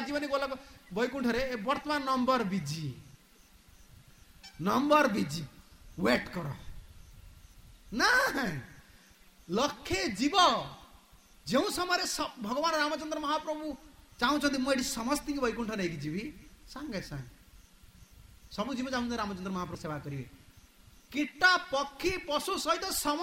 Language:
Odia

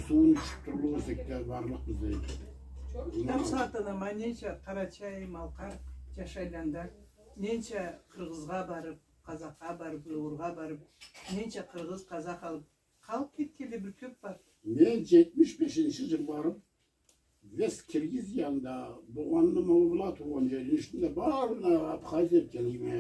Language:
Karachay-Balkar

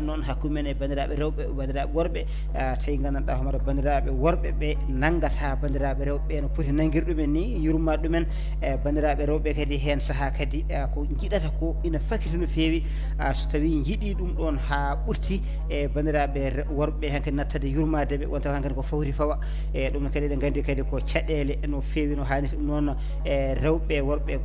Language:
Fula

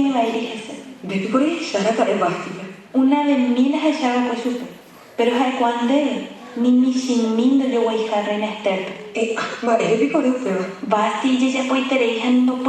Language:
Guarani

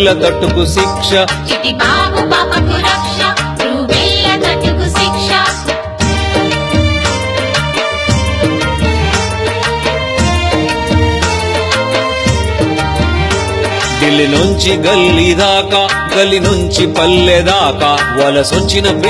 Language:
Telugu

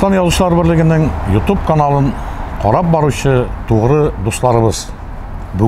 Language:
Tatar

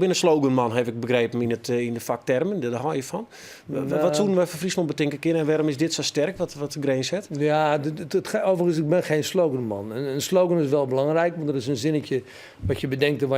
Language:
Western Frisian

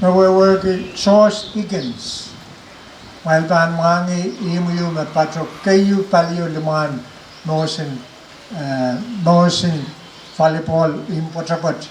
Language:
Pohnpeian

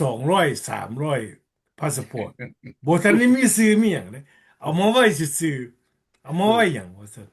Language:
Lao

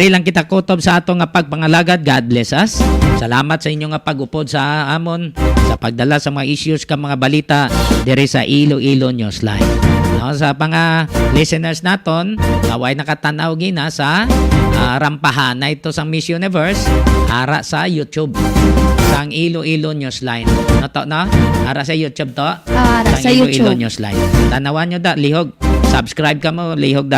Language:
Hiligaynon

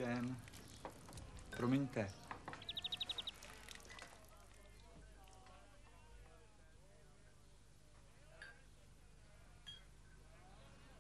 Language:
Czech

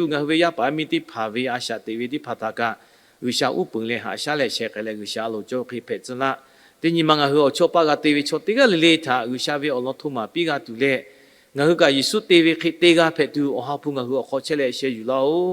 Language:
Lahu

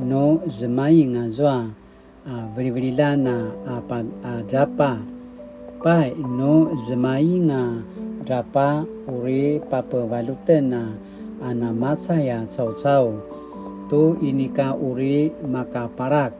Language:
Paiwan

